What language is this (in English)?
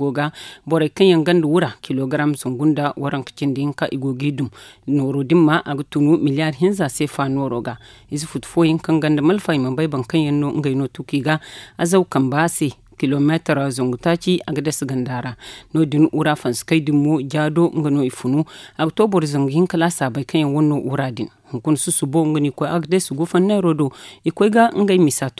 Zarma